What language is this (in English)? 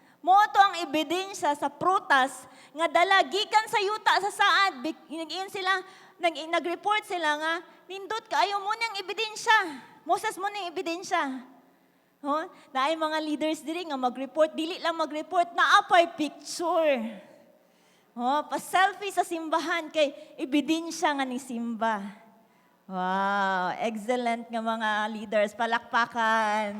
Cebuano